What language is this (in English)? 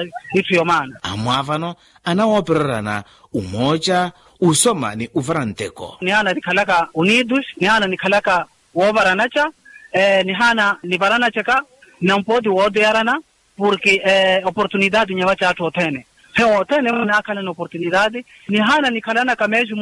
Makhuwa